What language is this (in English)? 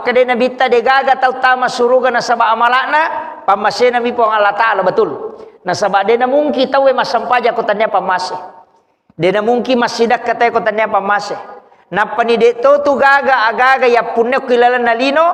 Buginese